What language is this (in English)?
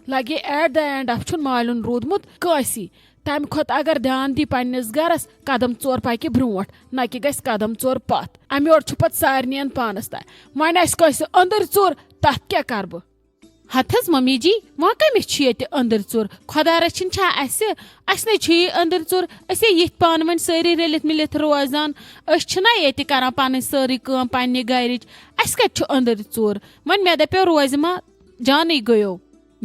Kashmiri